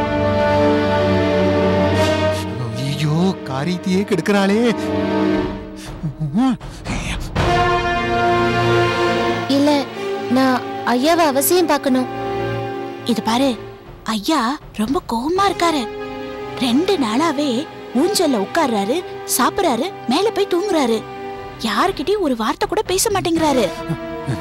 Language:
Tamil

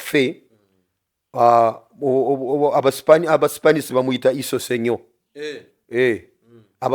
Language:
Ganda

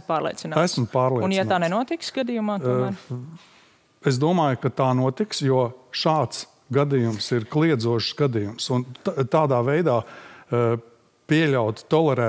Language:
Latvian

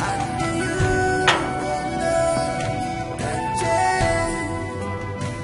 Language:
Nigerian Pidgin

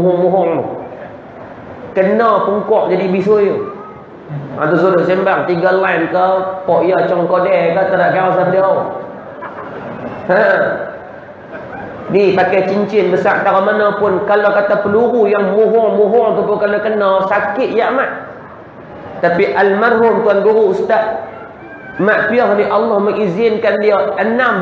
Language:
Malay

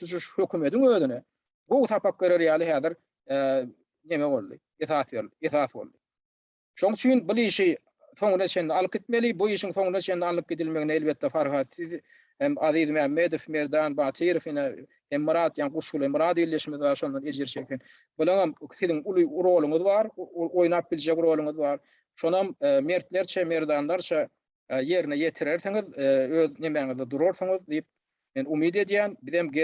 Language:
Turkmen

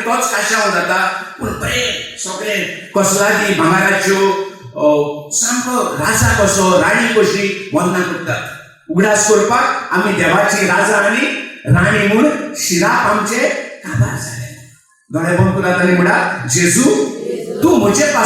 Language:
Konkani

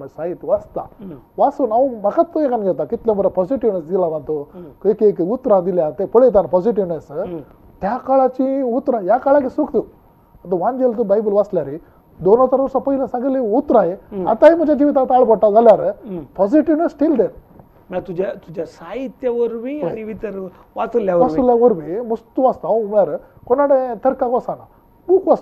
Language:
Konkani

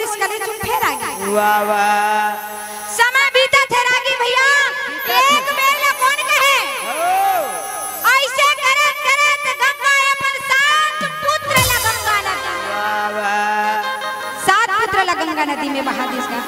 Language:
Chhattisgarhi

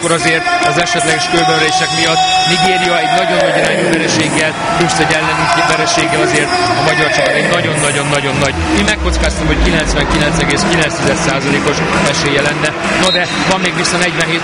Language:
Hungarian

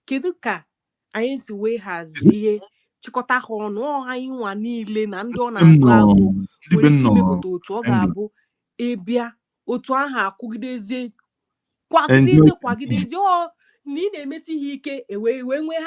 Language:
Igbo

